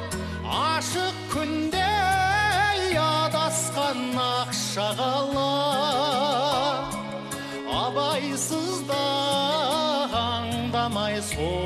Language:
Kazakh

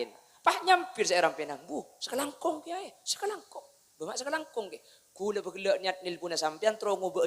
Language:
Madurese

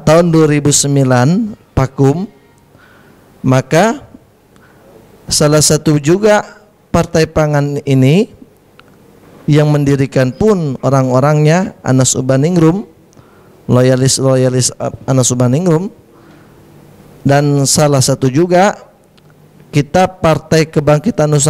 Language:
Indonesian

